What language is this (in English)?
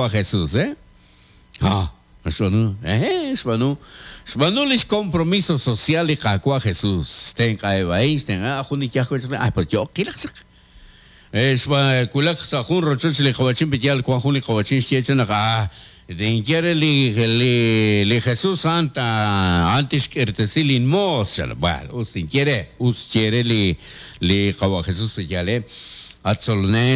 Kekchí